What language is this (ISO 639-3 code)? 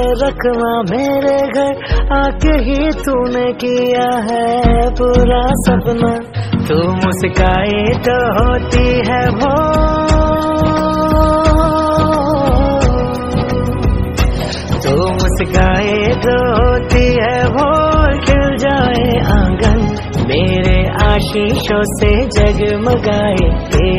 hin